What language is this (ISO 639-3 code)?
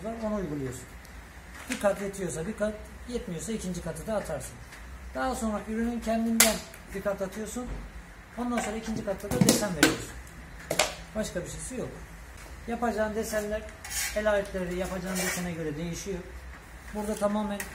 tur